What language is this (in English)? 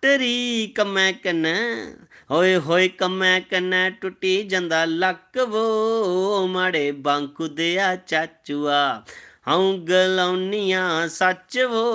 Dogri